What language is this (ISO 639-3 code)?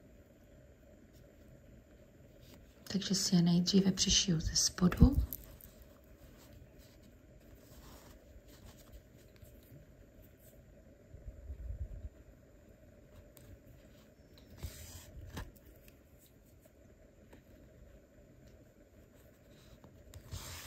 ces